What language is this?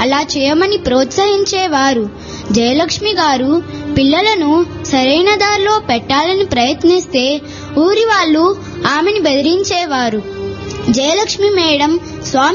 Telugu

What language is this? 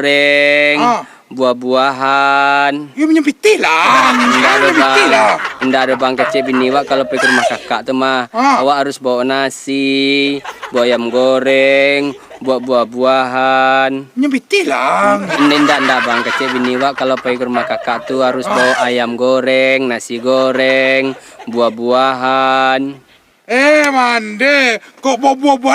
Minangkabau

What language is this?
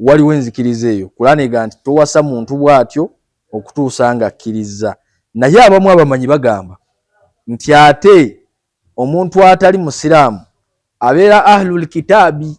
Ganda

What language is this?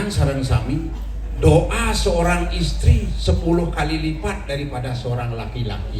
Balinese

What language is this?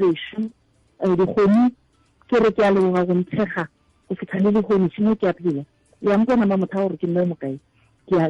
Northern Sotho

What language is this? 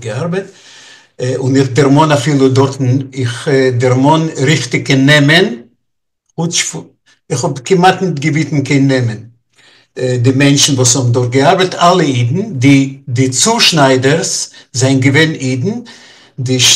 Yiddish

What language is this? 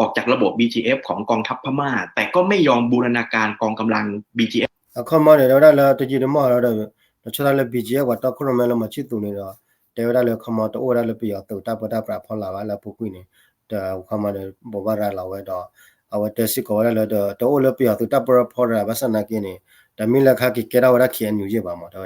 S'gaw Karen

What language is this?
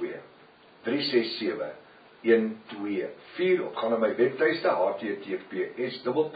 Afrikaans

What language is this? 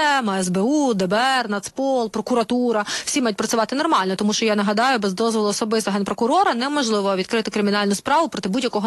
Ukrainian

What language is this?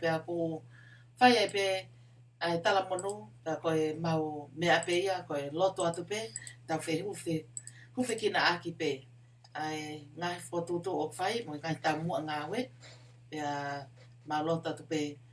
Tongan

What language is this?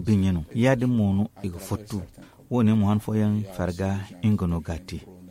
Zarma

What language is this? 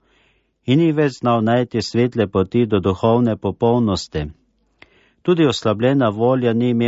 Slovenian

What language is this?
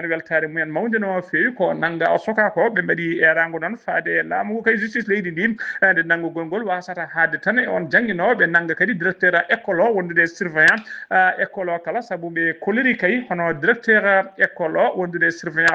Fula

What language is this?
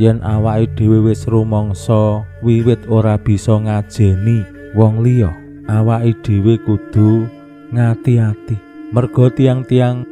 Javanese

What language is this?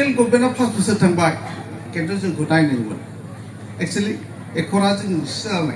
Bodo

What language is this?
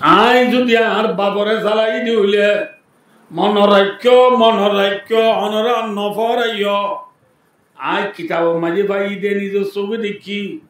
Rohingya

